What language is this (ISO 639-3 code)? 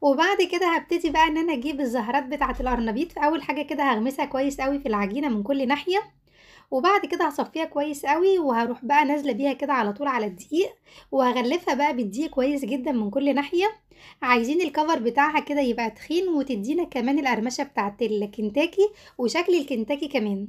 arz